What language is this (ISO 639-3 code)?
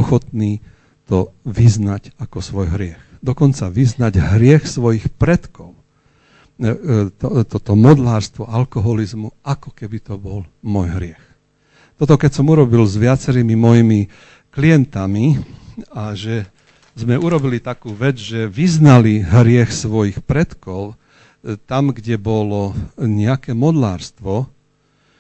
slk